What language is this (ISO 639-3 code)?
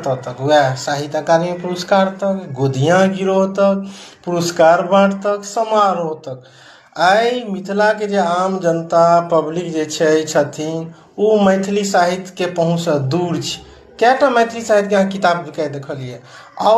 mai